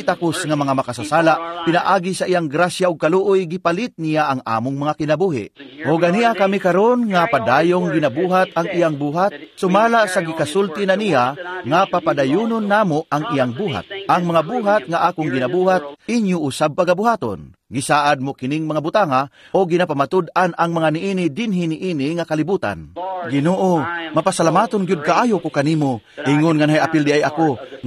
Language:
Cebuano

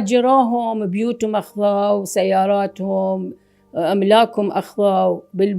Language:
Mesopotamian Arabic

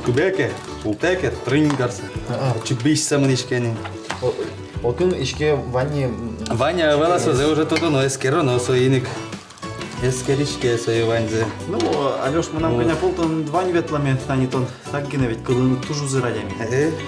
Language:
Udmurt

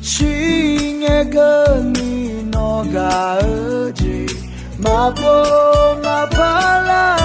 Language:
Akha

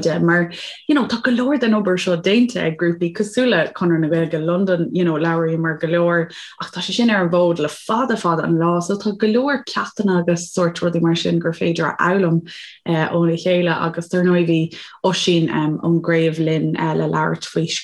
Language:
Irish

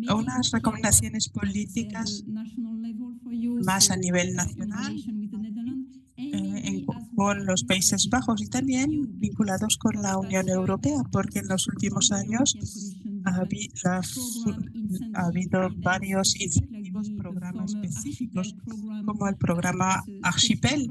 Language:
Spanish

